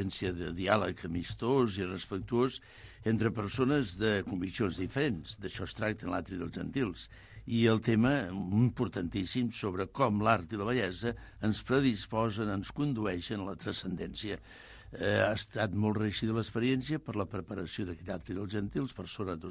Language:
Catalan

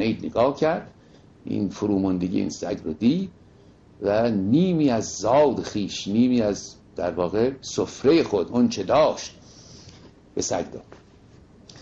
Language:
Persian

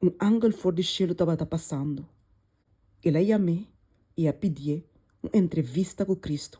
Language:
Papiamento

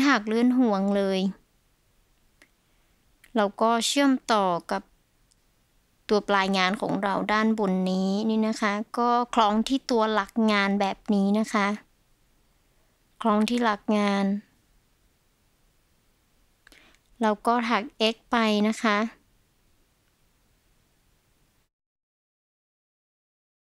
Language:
Thai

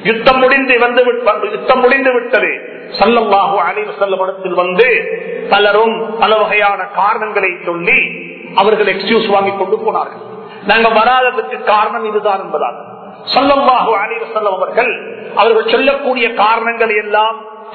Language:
Tamil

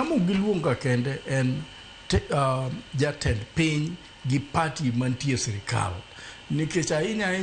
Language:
Luo (Kenya and Tanzania)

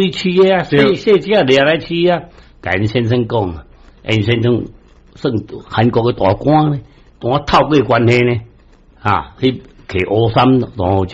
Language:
Min Nan Chinese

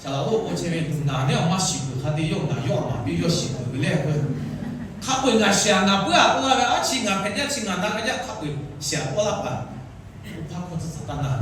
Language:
Lahu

